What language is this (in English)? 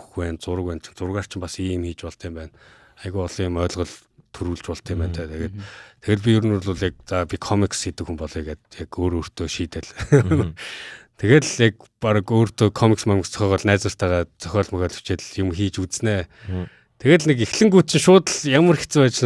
Mongolian